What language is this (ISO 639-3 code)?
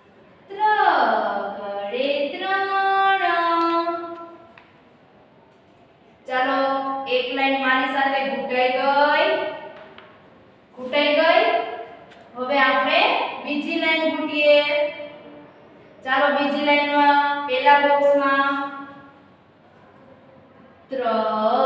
guj